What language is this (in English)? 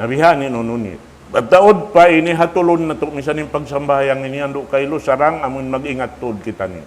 Tausug